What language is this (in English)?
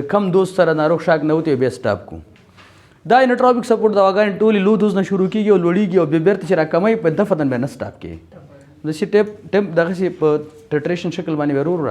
Pashto